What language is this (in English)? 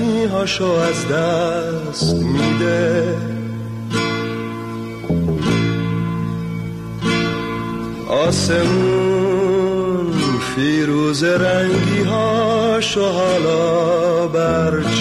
Persian